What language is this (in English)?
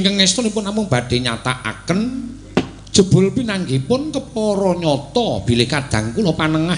Javanese